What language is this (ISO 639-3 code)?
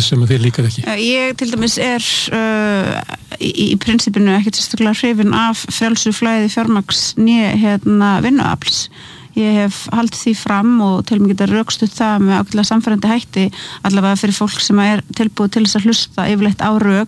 isl